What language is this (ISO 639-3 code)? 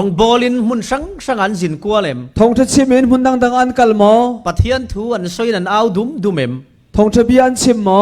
cfm